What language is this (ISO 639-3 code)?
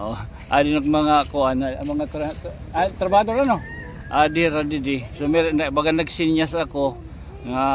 war